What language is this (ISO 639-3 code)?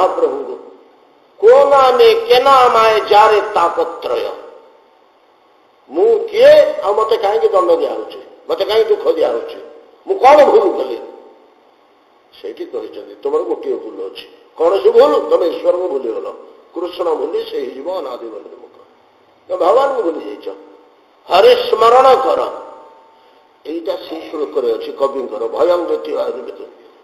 ori